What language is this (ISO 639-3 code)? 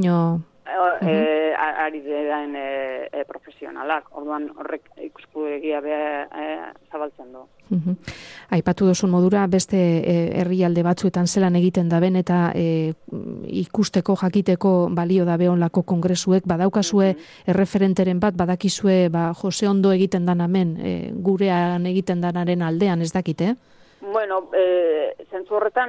eus